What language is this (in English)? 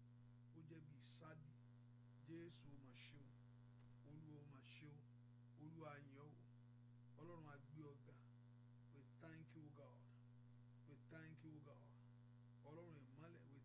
Yoruba